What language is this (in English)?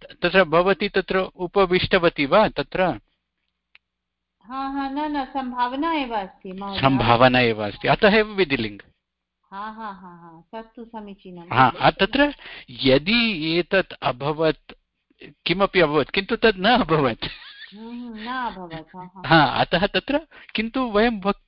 Sanskrit